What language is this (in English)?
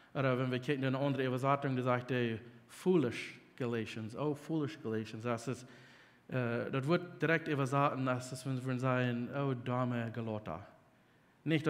Plautdietsch